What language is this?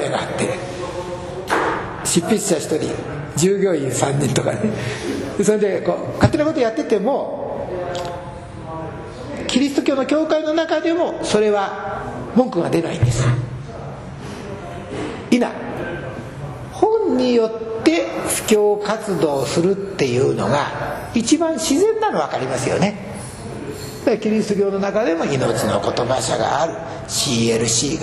Japanese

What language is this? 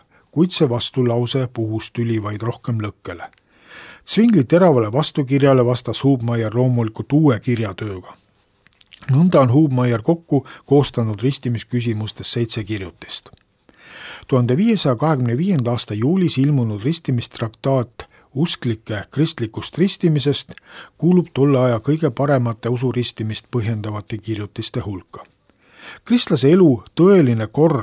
Estonian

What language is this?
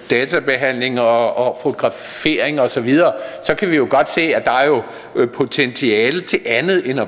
Danish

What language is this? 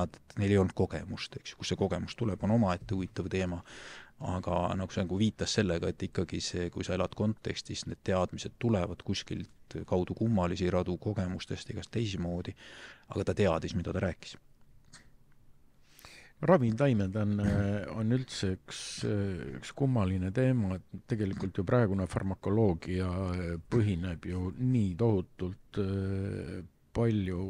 Estonian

